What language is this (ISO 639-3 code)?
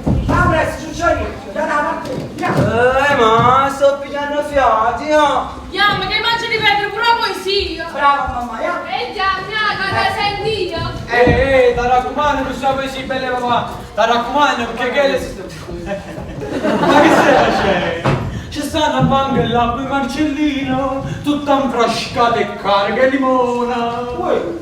nap